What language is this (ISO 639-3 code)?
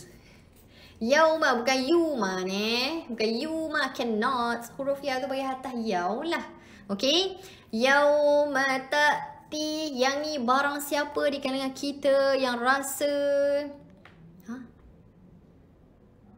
msa